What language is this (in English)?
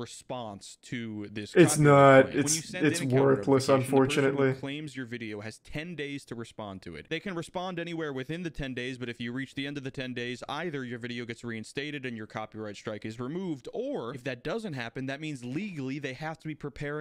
English